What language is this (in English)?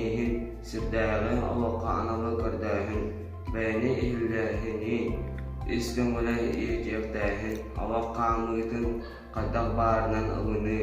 Yakut